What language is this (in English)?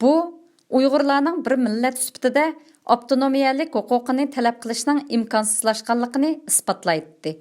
Uyghur